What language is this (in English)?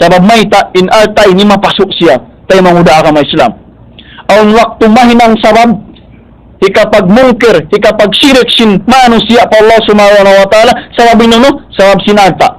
Tausug